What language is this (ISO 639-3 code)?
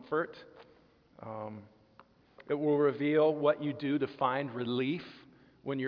eng